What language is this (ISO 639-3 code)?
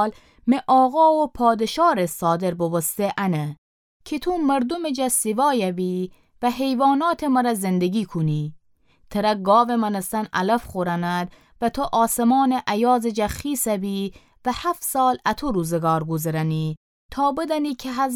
glk